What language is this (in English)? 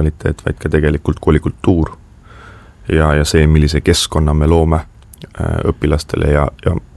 Estonian